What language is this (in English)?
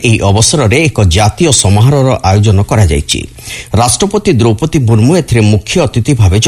Odia